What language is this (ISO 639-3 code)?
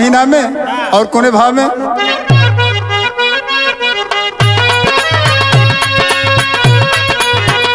bho